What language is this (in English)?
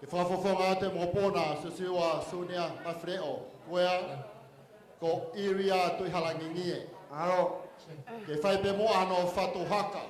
Tongan